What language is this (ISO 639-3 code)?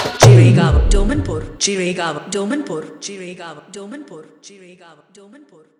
bho